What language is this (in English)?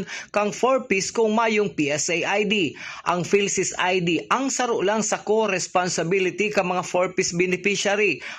Bikol